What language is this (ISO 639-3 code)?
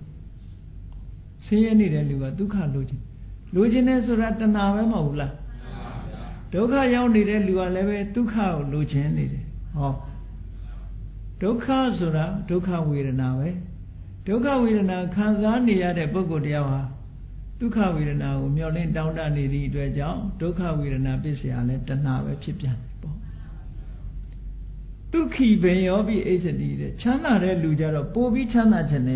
mya